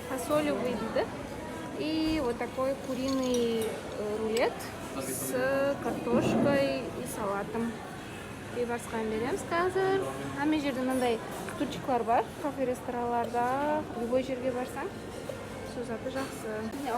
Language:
Kara-Kalpak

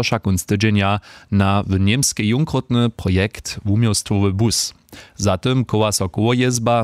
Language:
Upper Sorbian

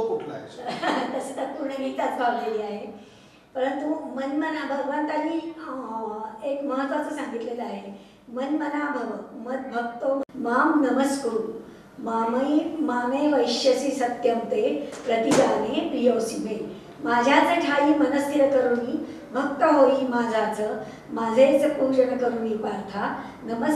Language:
Marathi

